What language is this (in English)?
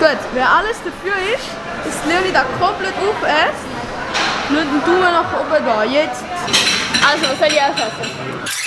Swiss German